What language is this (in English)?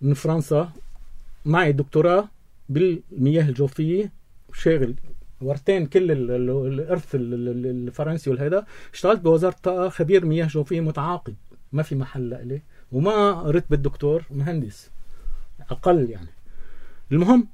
North Levantine Arabic